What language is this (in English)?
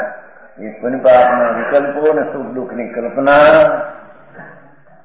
Gujarati